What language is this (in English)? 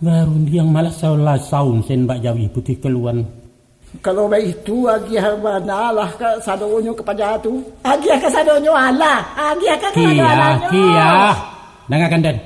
Minangkabau